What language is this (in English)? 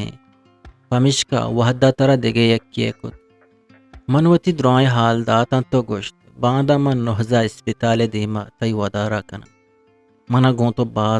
Eastern Balochi